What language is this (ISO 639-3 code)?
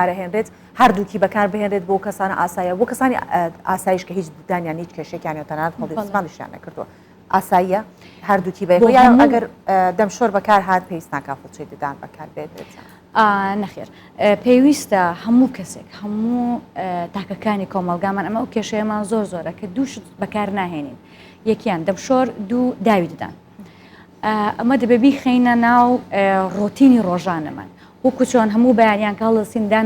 ckb